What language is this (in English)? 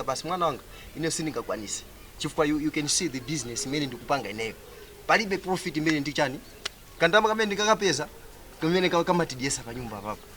Nyanja